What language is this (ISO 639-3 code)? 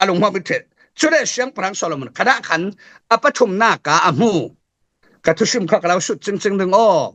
cfm